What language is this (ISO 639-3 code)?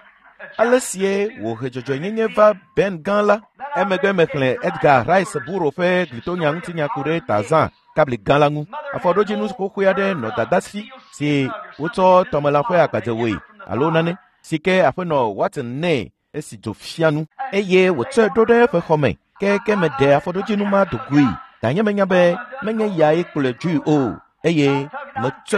ewe